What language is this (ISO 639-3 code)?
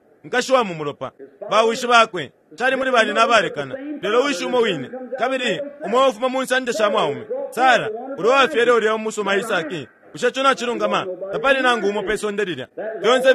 bem